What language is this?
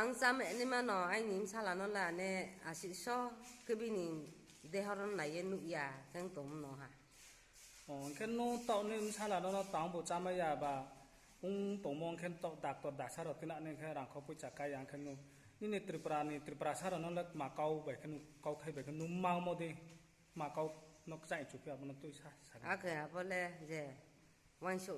Riang (India)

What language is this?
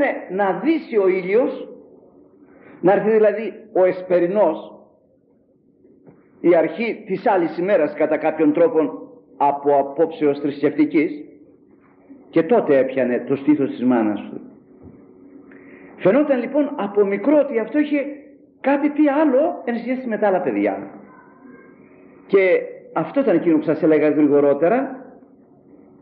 Greek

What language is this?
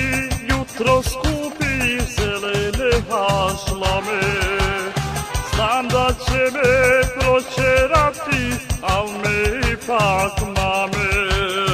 Bosnian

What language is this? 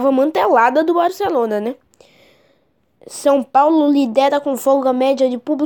Portuguese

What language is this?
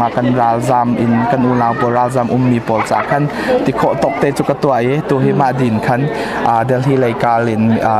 Hakha Chin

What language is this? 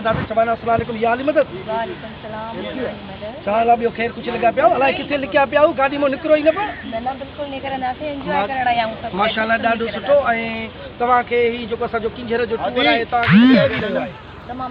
Sindhi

